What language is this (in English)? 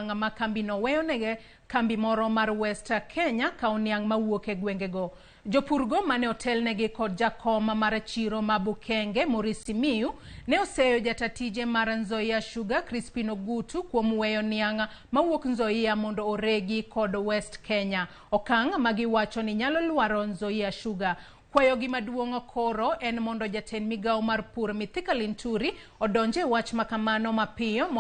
Luo (Kenya and Tanzania)